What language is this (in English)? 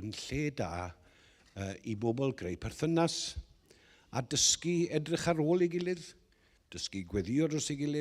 Welsh